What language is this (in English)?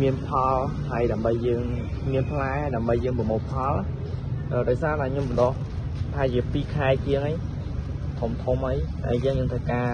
Khmer